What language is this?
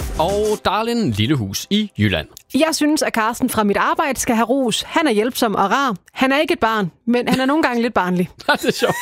Danish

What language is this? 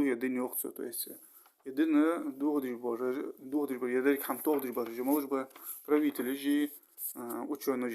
Ingush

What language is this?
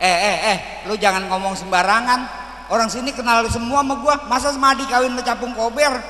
Betawi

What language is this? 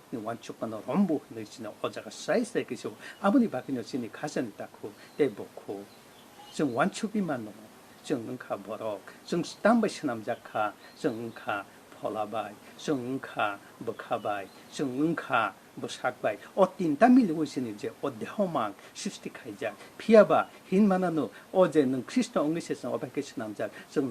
Kok Borok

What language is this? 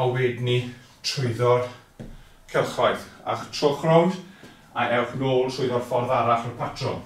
Welsh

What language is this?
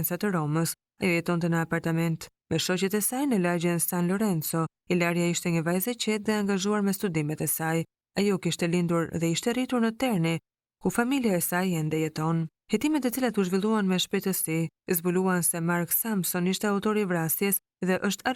Albanian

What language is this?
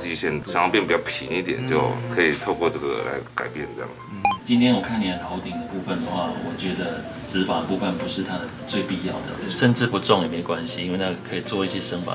Chinese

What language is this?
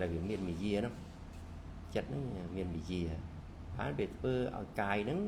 Khmer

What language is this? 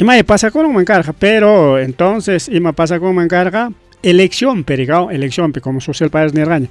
Ayacucho Quechua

